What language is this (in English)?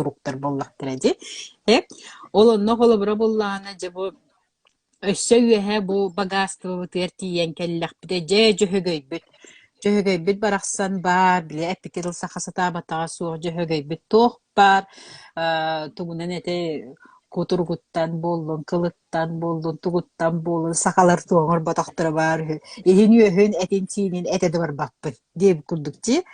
Yakut